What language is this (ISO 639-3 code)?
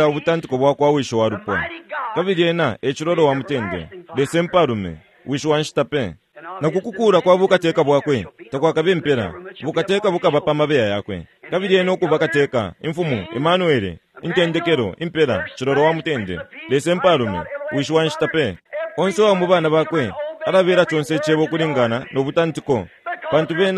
bem